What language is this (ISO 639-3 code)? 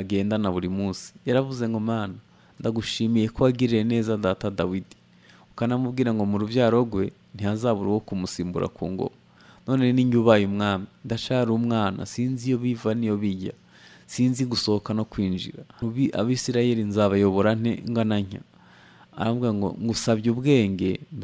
kin